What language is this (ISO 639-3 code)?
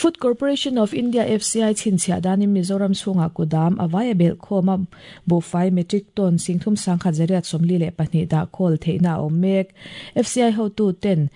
lus